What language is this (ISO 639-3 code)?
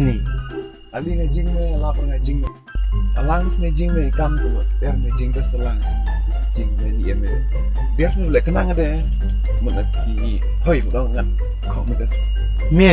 kha